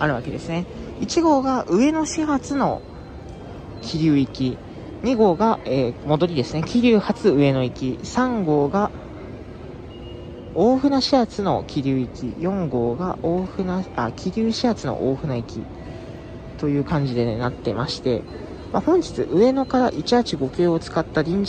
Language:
Japanese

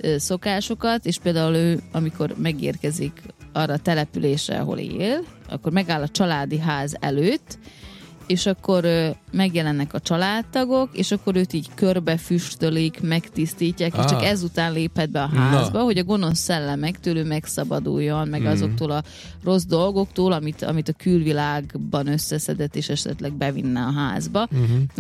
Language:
Hungarian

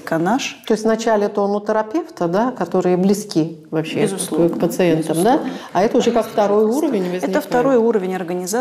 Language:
Russian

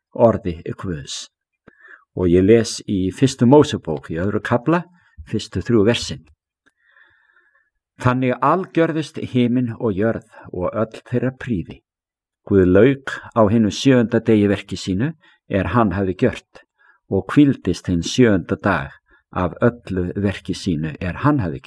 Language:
Icelandic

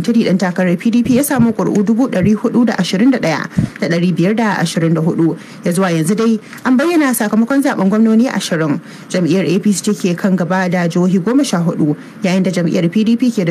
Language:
Hausa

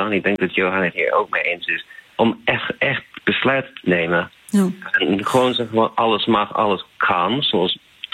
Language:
Dutch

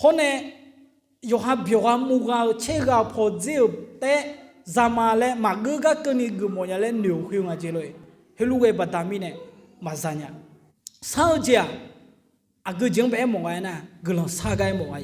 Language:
Akha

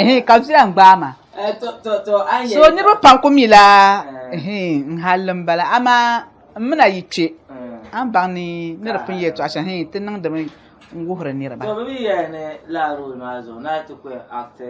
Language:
Dagbani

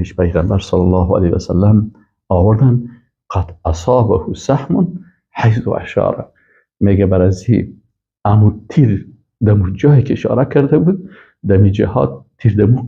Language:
Persian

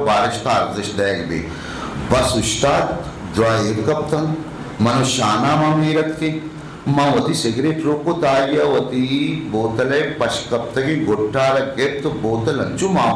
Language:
Eastern Balochi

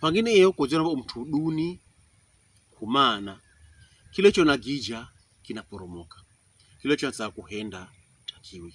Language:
Pokomo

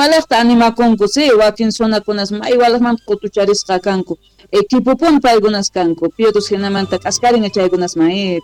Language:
Quechua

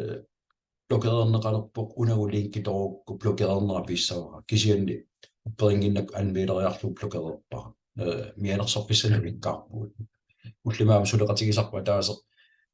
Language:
Kalaallisut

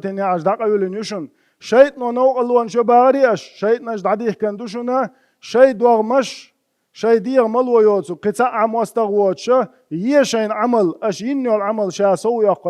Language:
Chechen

